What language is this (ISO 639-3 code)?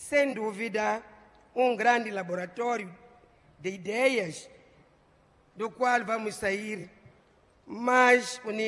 por